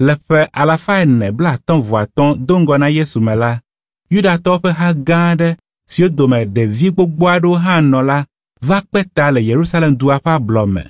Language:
Ewe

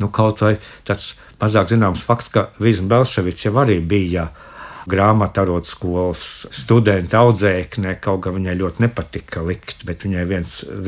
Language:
Latvian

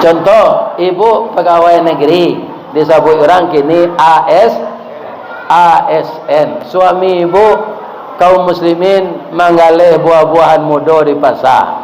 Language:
Minangkabau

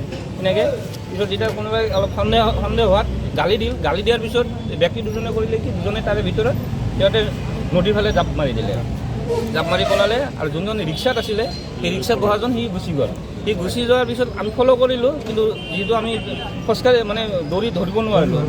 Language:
Assamese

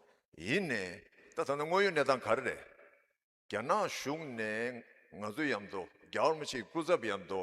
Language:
Tibetan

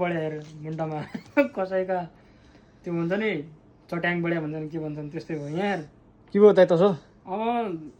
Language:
Nepali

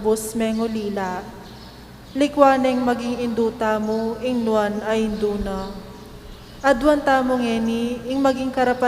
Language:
Pampanga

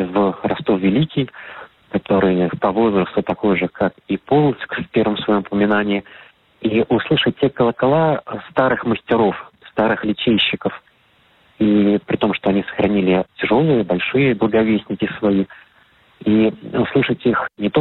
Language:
Russian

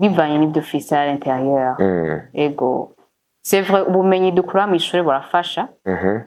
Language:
Rundi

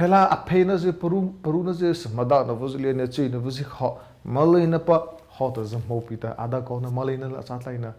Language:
Mara Chin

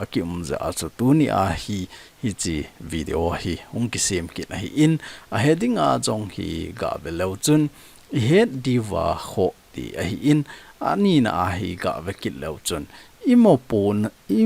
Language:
Thado Chin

